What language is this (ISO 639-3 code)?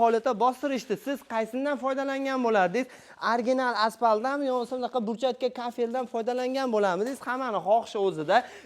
uzb